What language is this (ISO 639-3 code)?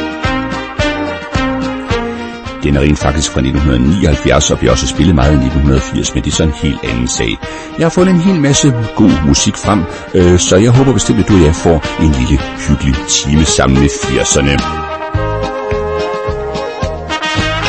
dan